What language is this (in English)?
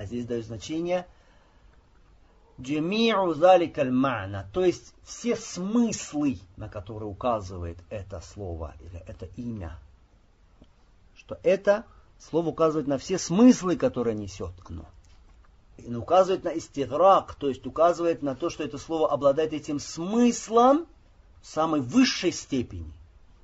Russian